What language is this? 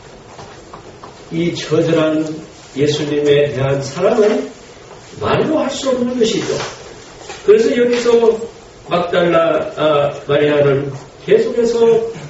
Korean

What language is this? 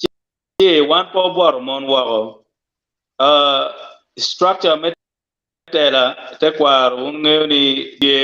Acoli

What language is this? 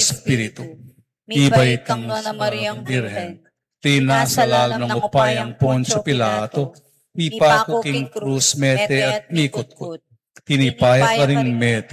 Pampanga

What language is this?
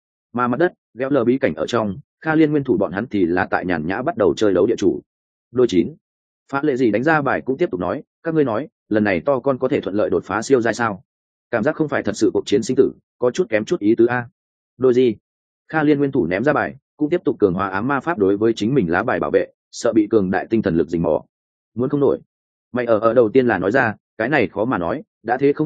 Vietnamese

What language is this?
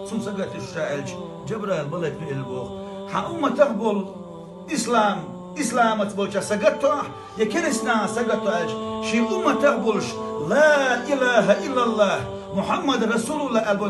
Chechen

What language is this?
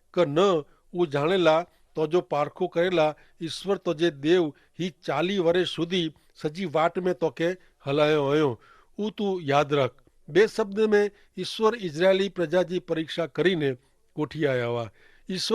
Kachhi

